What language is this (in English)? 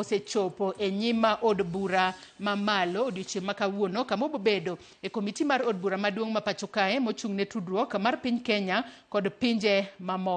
Luo (Kenya and Tanzania)